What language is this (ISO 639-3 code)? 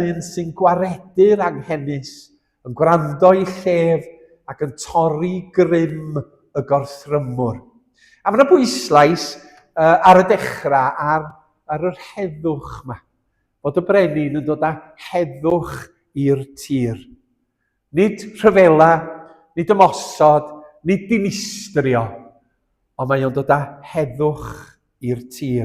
cym